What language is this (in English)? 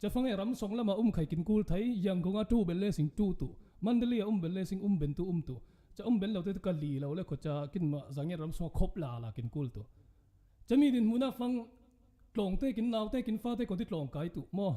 Falam Chin